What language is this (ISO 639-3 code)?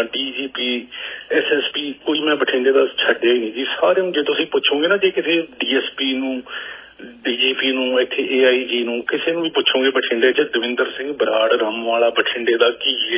pan